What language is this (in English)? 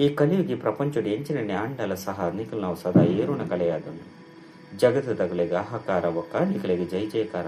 Tulu